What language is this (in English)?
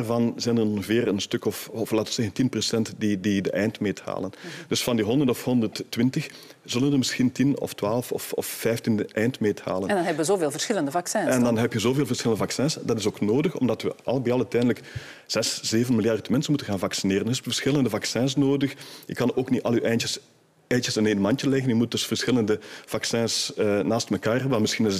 Dutch